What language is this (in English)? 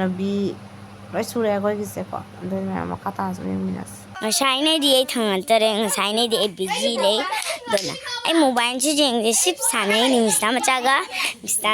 Manipuri